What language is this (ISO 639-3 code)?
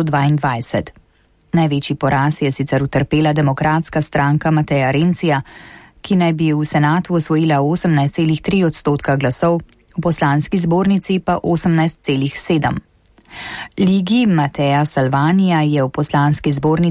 slv